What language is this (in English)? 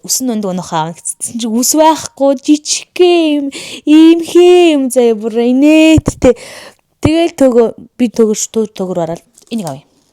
Mongolian